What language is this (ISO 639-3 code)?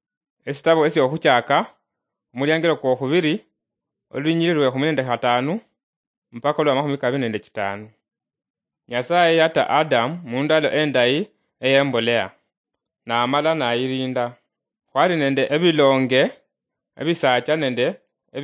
luy